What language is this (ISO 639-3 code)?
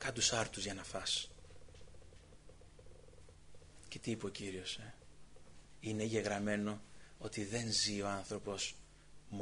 ell